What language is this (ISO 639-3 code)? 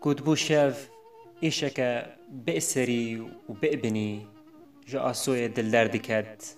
kur